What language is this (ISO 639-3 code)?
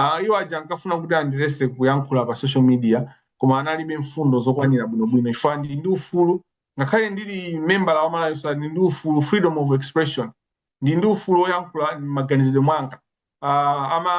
nya